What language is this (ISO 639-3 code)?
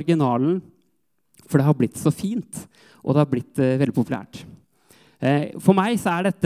nor